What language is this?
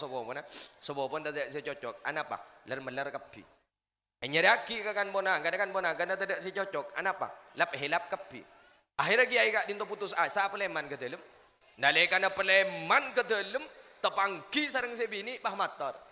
Madurese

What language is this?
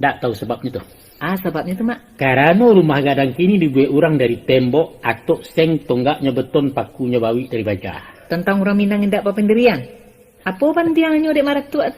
Minangkabau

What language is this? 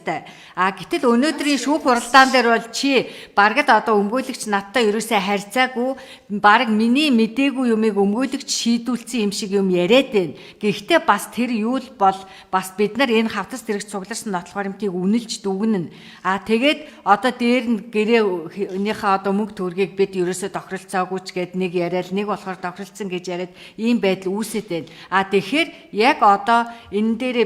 Mongolian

